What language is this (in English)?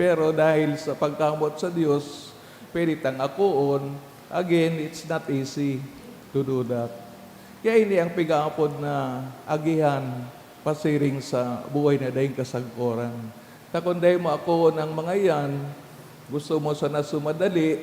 Bikol